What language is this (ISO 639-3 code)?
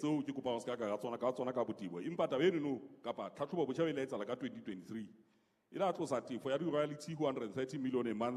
sot